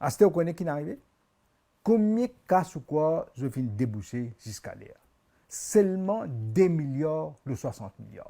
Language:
Morisyen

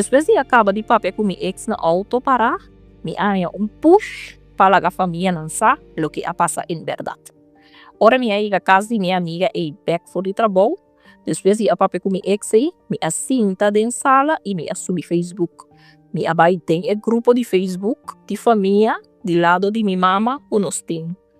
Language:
Papiamento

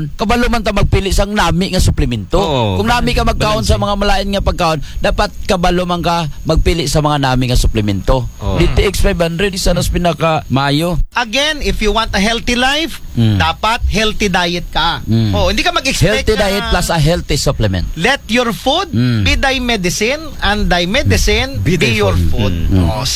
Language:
Aklanon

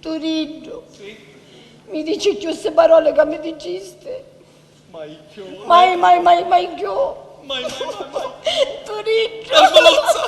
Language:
Sicilian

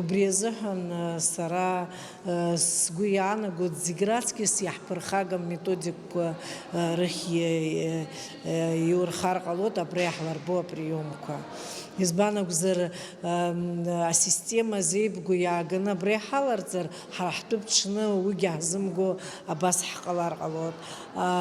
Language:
Abkhazian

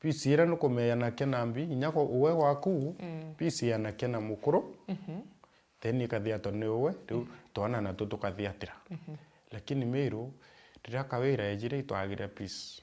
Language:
Meru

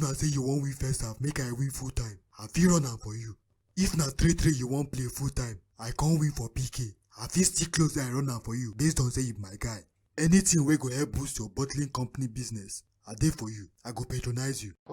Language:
Nigerian Pidgin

